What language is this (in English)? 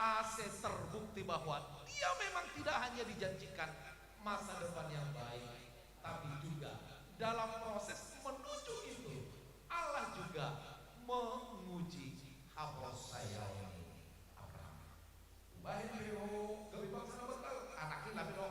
Batak Simalungun